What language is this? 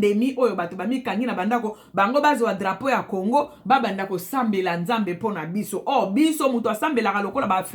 Lingala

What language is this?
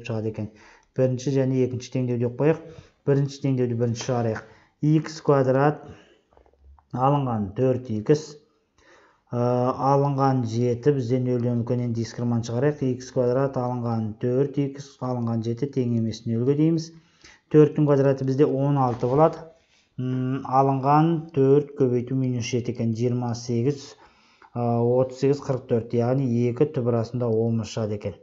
Kazakh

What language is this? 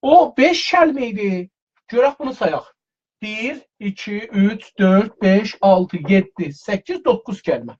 South Azerbaijani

